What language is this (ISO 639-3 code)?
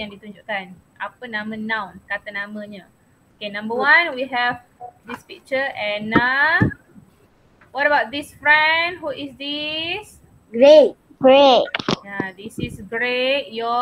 msa